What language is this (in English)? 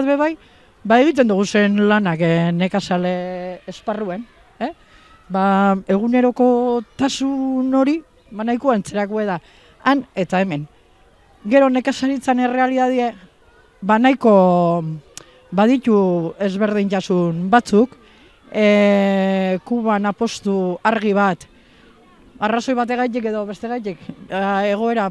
Basque